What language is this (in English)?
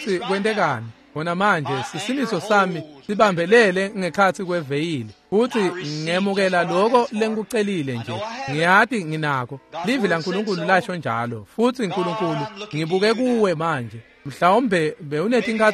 Swati